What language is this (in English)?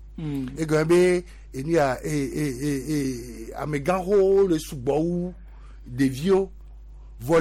Gen